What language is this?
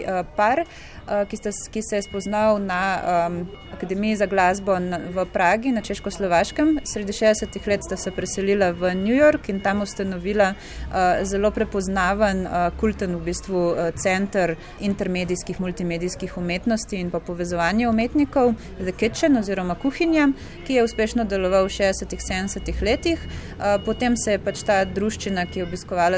Slovenian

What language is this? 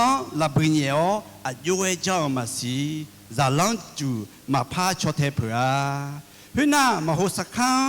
Akha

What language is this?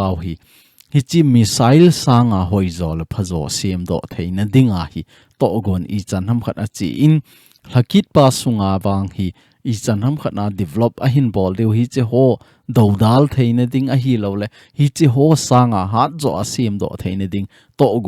Thado Chin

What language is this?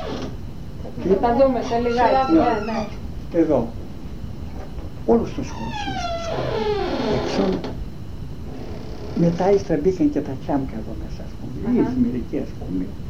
Greek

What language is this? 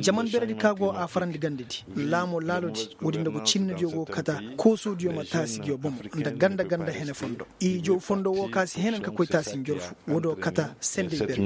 Koyraboro Senni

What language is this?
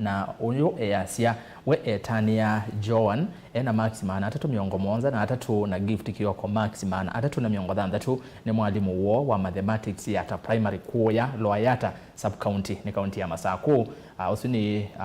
Kamba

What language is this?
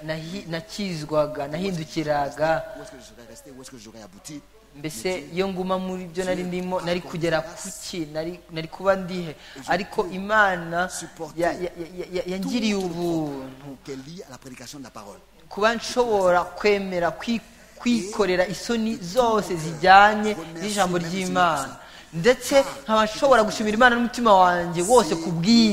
Kinyarwanda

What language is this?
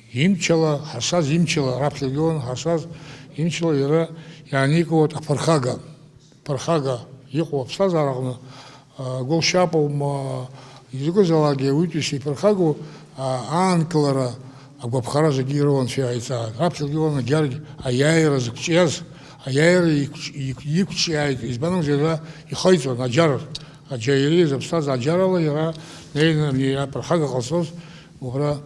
Abkhazian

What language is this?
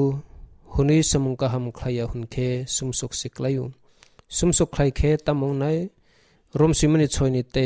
Kok Borok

